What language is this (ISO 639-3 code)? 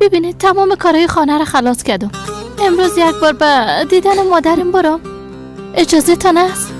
fas